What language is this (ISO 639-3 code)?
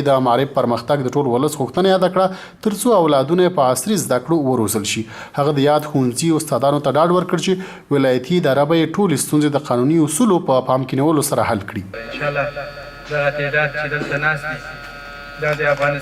pus